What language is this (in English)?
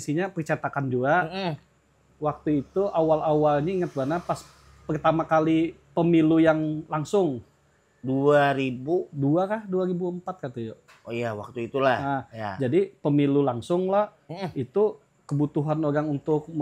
Banjar